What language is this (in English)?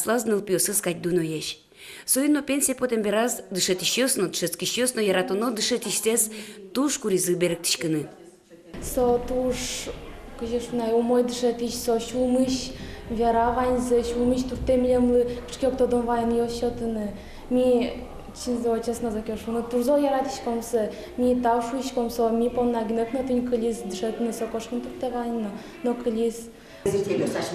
Udmurt